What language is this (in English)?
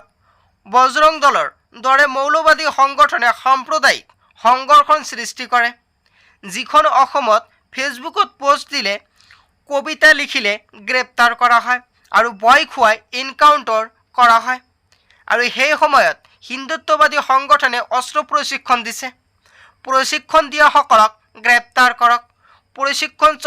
Assamese